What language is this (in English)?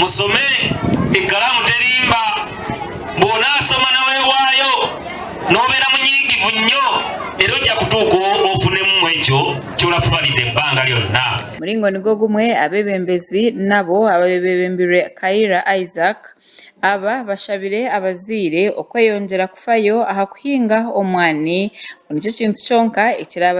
Nyankole